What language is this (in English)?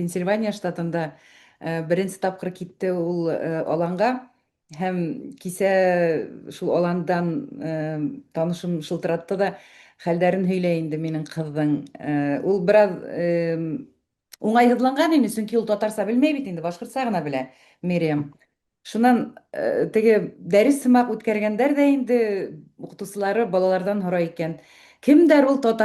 Bashkir